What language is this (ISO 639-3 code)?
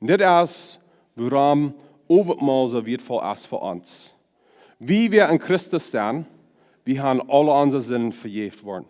pdt